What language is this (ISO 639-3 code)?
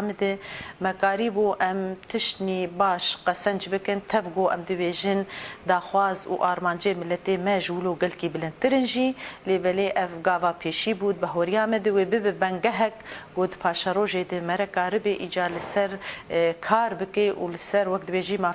kur